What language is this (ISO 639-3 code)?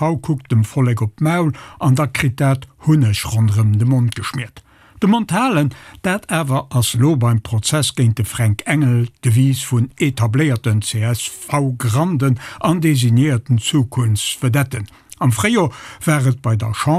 ltz